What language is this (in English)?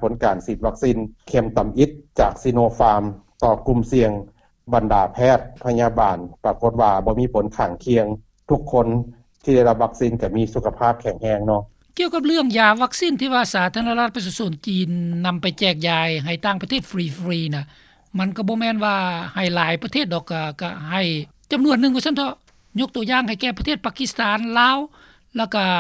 Lao